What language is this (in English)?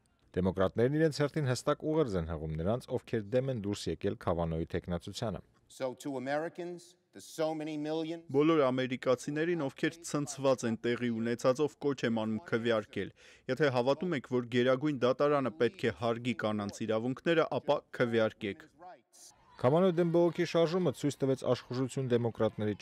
Armenian